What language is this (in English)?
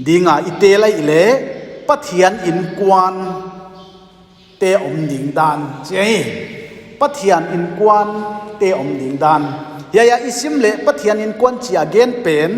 Paite Chin